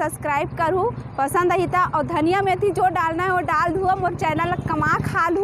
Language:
Chhattisgarhi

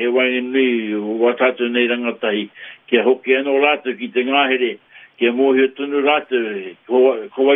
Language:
Māori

